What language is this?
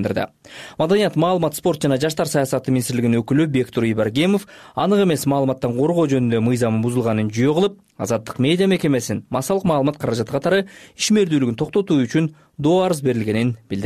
Kyrgyz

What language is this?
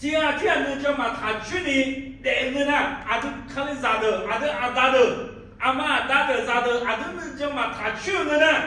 Akha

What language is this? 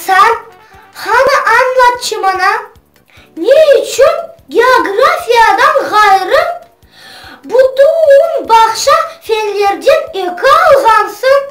Crimean Tatar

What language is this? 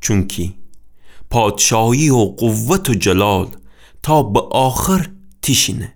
Gilaki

